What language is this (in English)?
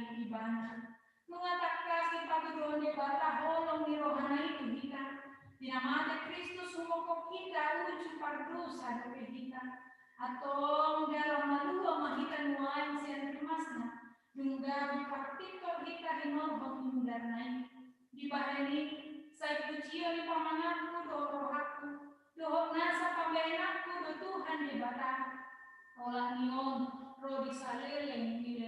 Batak Toba